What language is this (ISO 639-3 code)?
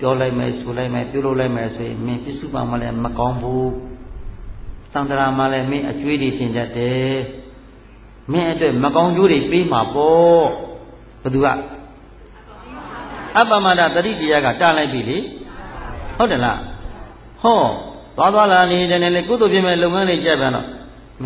mya